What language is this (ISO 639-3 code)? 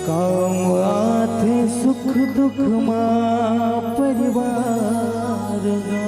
hne